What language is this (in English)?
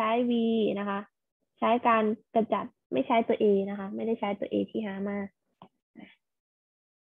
Thai